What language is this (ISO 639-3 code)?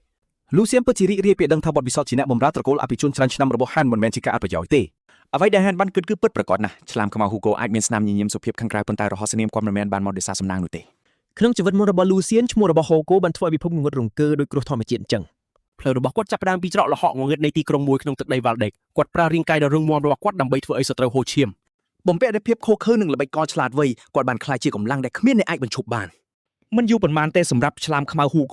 khm